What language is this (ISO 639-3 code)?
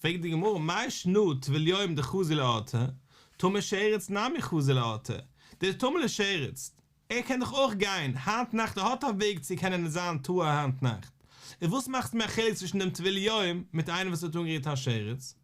yid